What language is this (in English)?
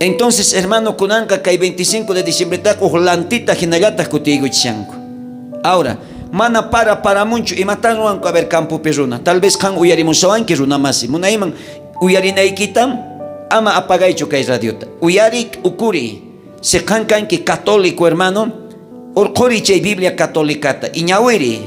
South Bolivian Quechua